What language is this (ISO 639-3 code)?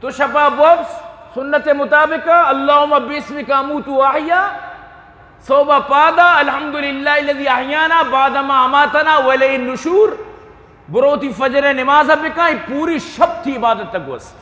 bgp